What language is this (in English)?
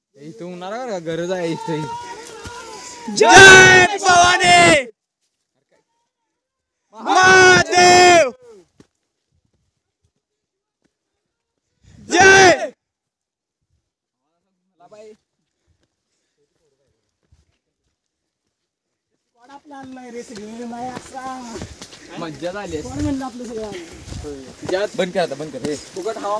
Marathi